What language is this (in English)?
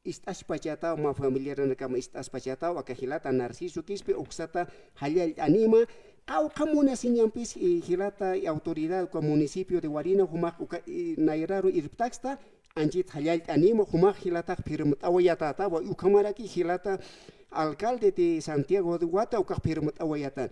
Aymara